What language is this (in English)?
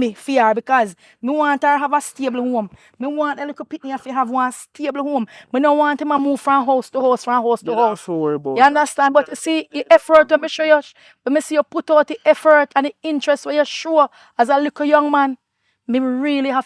Jamaican Creole English